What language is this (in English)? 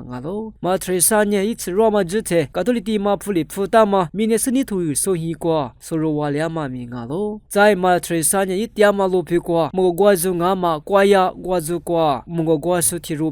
Lisu